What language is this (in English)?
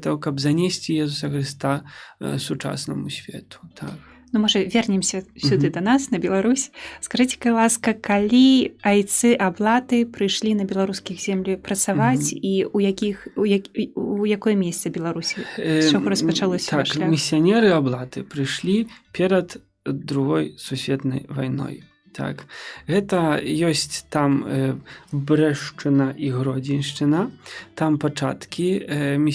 Belarusian